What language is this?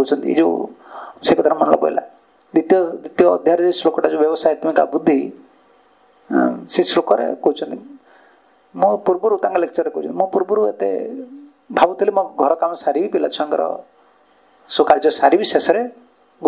Odia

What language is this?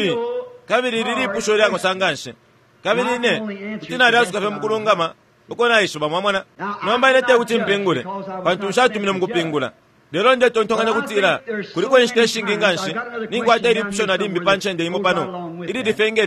Bemba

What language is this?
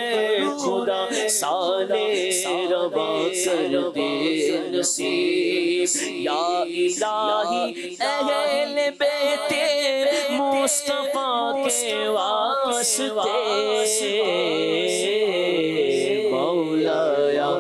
Urdu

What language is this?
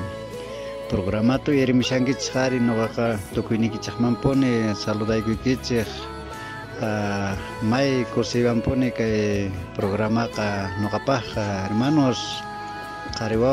South Bolivian Quechua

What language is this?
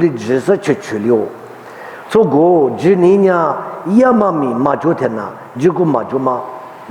Lisu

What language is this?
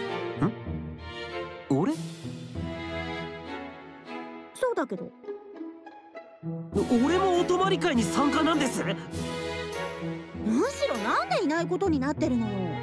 Japanese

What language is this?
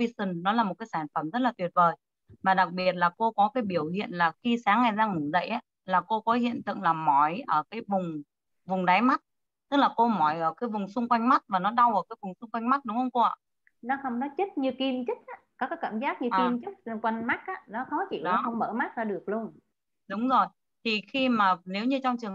Vietnamese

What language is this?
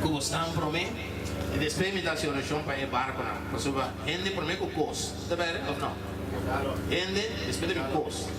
Papiamento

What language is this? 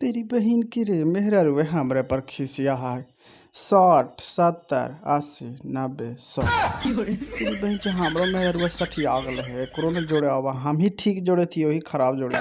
Magahi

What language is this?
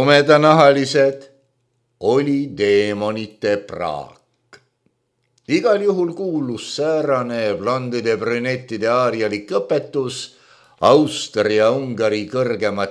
Estonian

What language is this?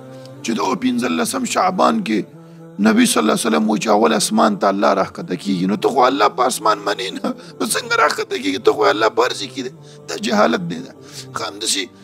Pashto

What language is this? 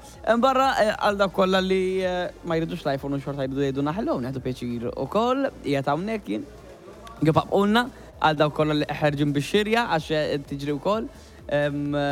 Maltese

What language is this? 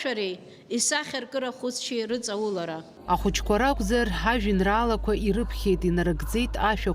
Abkhazian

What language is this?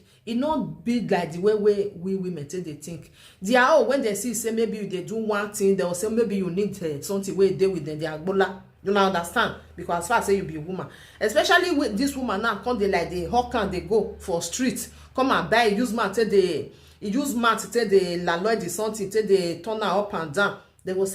Nigerian Pidgin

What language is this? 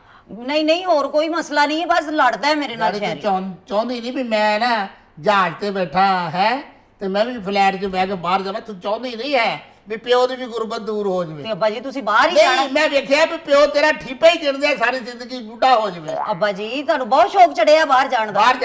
Punjabi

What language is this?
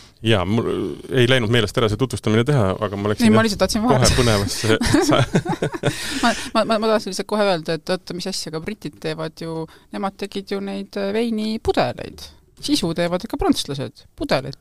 Estonian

